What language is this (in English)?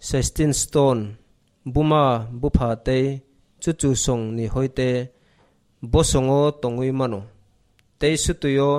Kok Borok